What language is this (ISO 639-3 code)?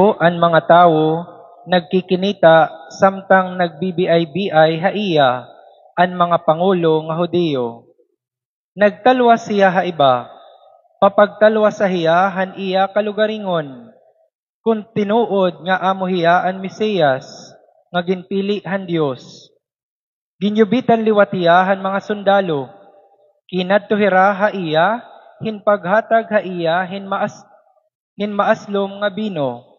war